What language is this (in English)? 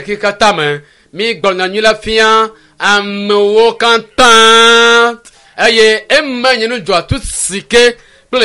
Ewe